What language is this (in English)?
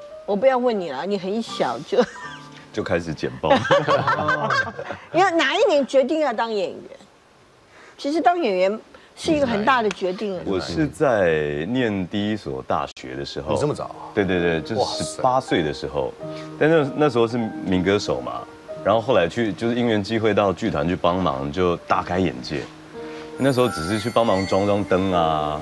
Chinese